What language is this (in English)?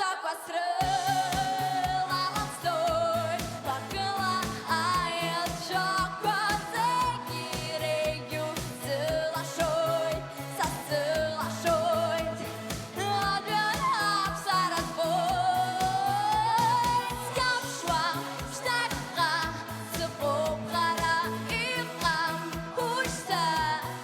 Abkhazian